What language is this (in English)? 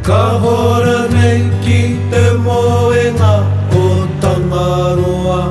Māori